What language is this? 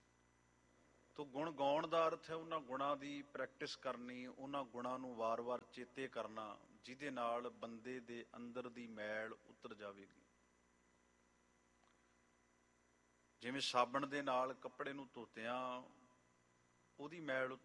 Punjabi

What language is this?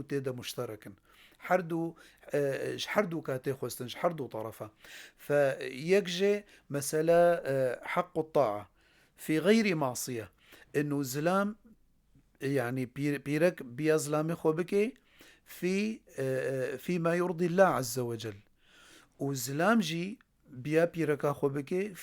Kurdish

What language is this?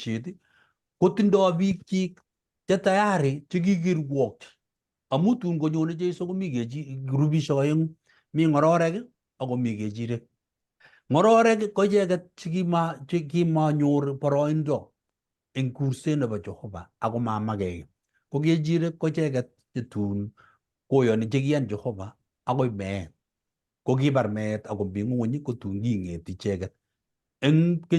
Kalenjin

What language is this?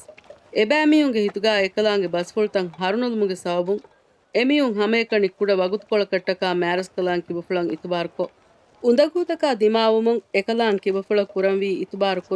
Divehi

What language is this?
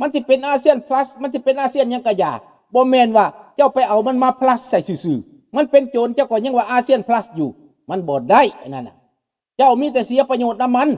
Lao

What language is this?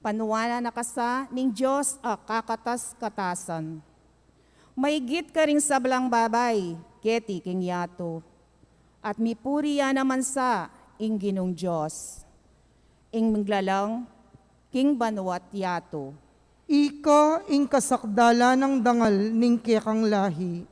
Pampanga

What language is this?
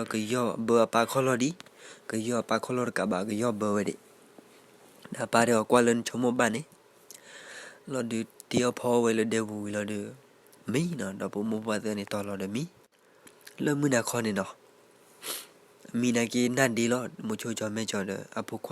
S'gaw Karen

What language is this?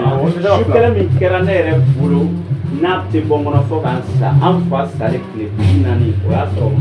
Bambara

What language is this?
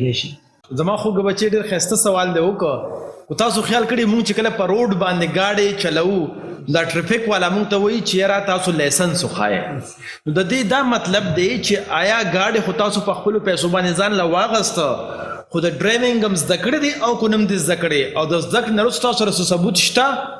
Pashto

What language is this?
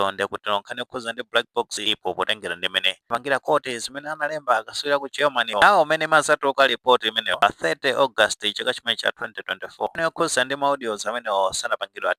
Nyanja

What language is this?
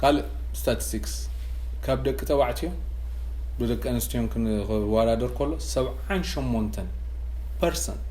Tigrinya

